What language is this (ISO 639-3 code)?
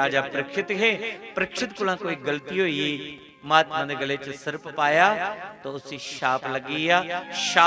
doi